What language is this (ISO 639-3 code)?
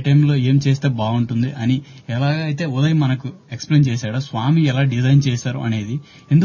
tel